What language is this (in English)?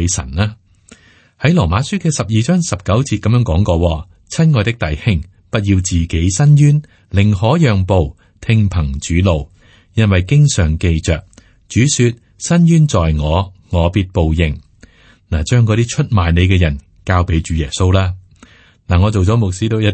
Cantonese